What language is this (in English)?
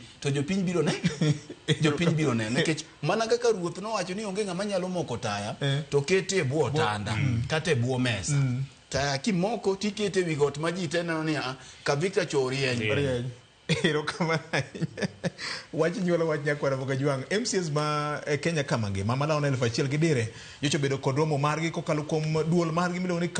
Luo (Kenya and Tanzania)